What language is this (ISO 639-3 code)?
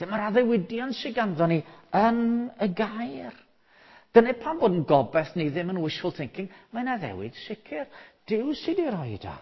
cym